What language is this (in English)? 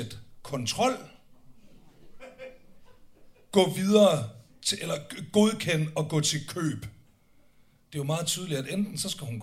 Danish